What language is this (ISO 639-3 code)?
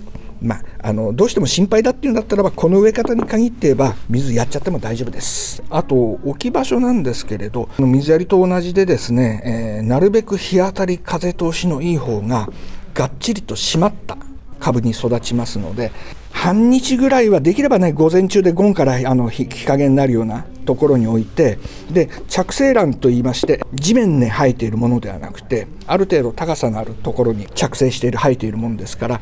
jpn